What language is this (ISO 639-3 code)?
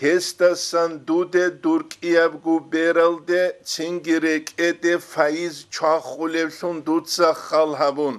ava